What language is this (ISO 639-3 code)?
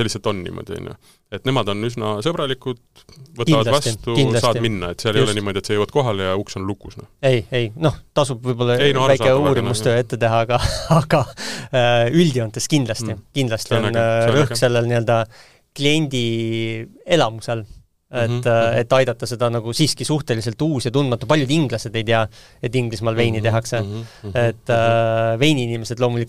est